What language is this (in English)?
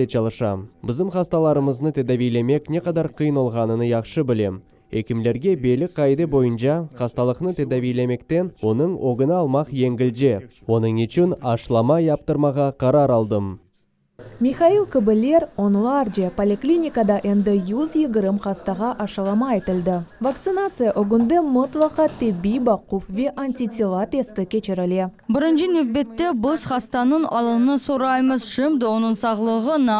Crimean Tatar